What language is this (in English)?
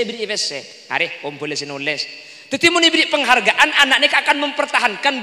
Madurese